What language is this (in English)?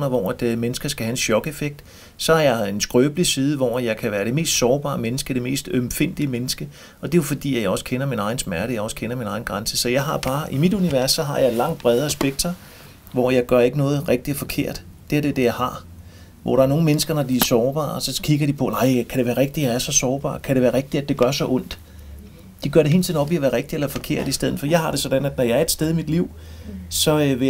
Danish